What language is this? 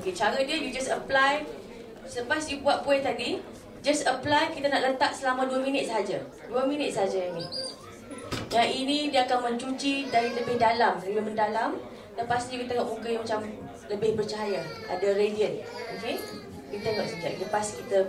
Malay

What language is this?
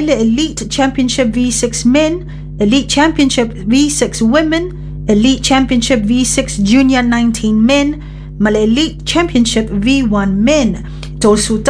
Samoan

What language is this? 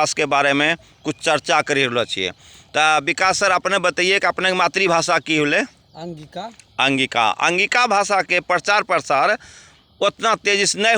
Angika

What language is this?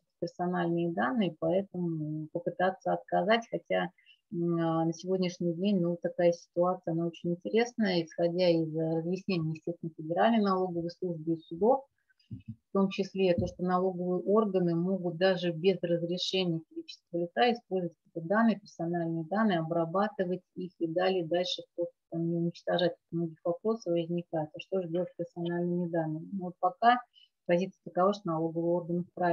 Russian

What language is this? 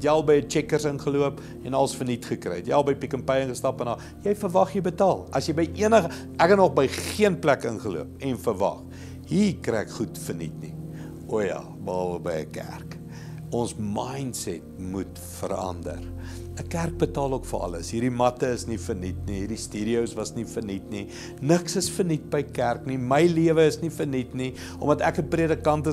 Afrikaans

